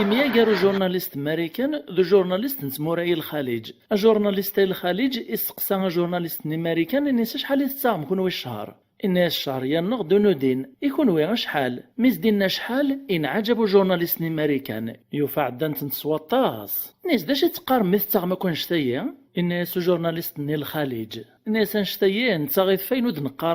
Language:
Kabyle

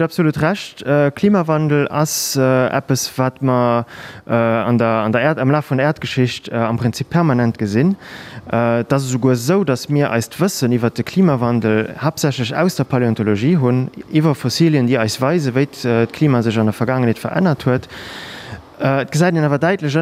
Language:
Luxembourgish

